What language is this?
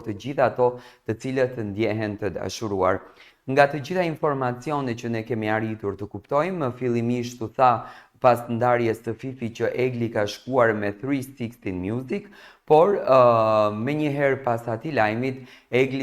Albanian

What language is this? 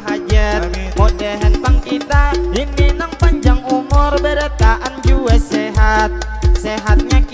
Banjar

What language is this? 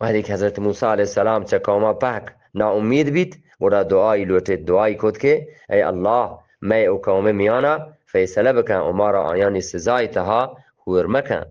Eastern Balochi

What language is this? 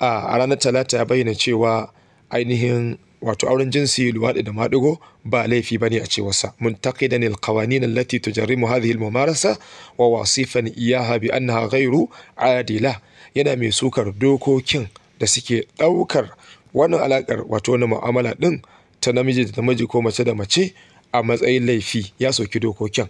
Hausa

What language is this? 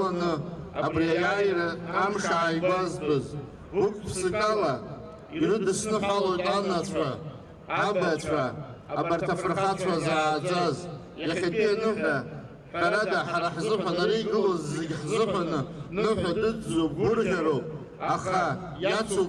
Abkhazian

